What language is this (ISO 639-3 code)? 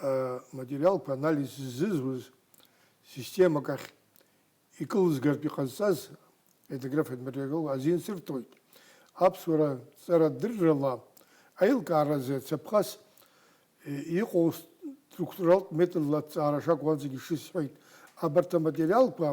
abk